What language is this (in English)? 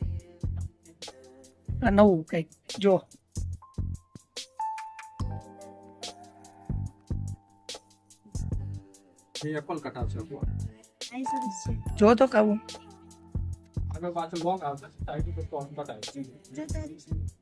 Gujarati